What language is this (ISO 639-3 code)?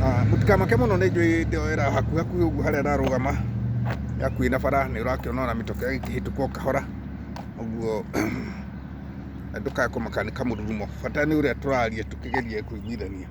kik